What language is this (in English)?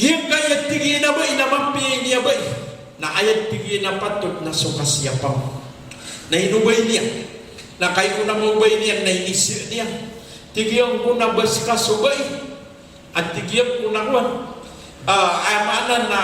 Maranao